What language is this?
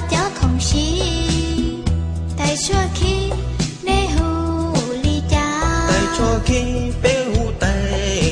Hmong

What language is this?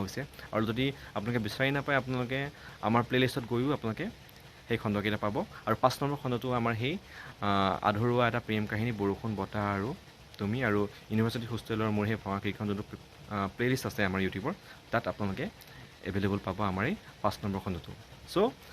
Assamese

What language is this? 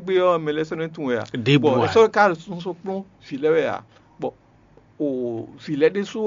Fon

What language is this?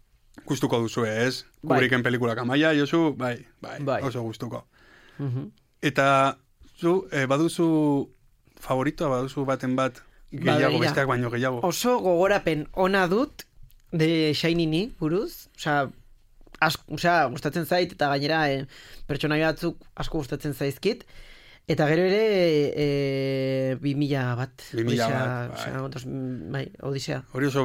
Basque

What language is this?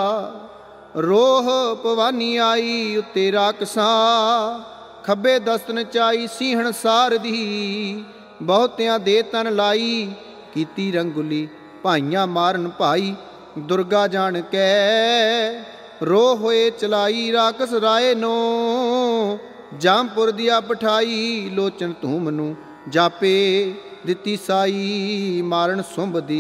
Punjabi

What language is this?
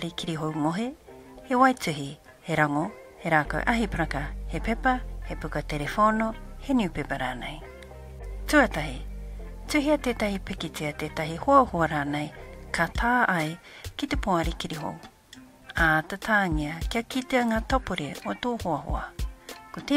Māori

